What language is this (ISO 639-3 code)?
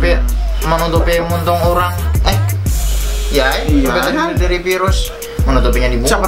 bjn